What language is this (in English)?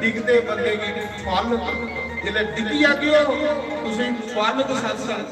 Dogri